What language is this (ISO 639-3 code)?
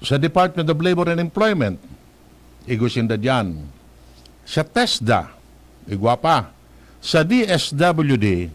bik